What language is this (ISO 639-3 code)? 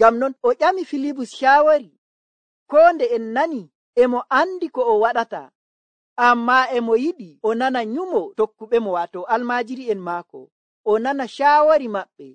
fuv